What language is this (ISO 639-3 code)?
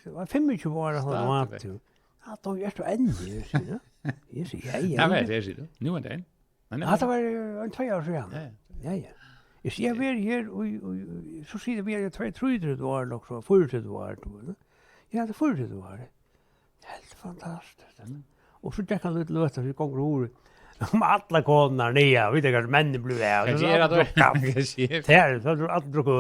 fao